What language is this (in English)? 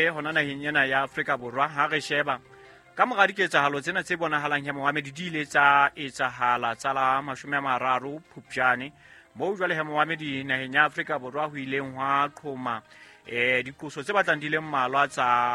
Southern Sotho